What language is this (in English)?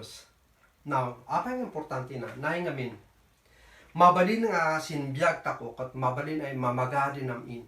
Kankanaey